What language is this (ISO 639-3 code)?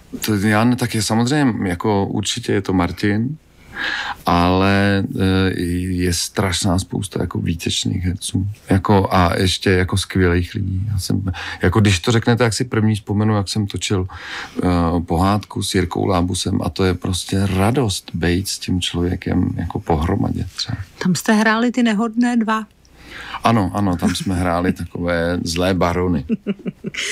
ces